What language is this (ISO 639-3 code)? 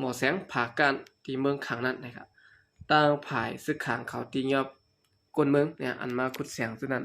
shn